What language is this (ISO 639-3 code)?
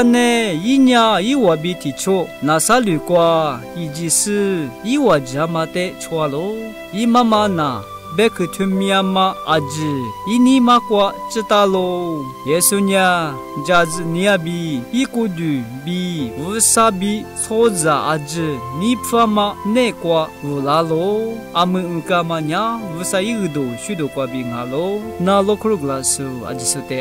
lis